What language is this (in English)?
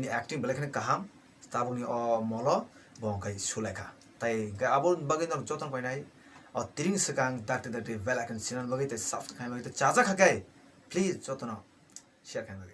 Kok Borok